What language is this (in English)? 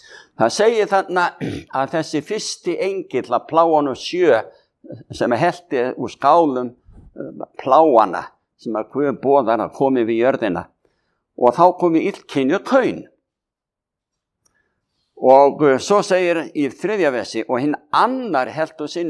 Icelandic